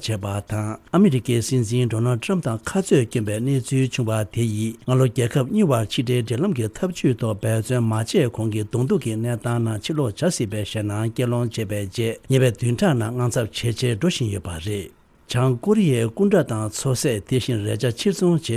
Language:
Tibetan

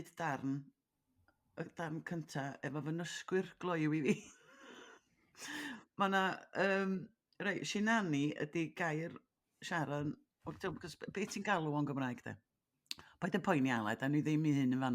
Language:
Welsh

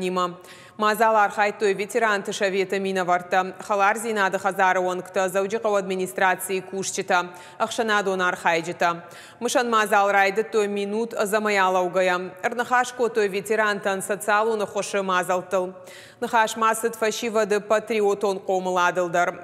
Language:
Ossetic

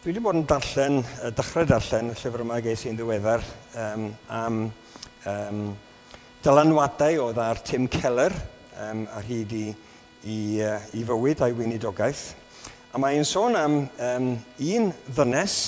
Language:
Welsh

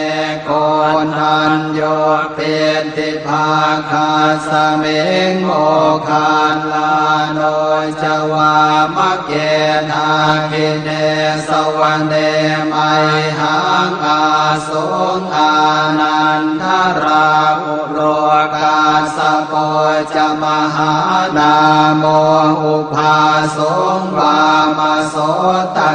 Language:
Pali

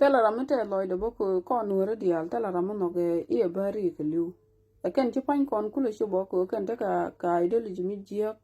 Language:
Nuer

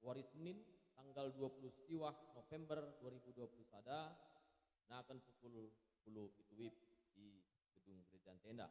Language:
Batak Karo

